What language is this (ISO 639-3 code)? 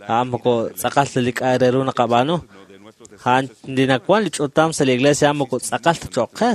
kek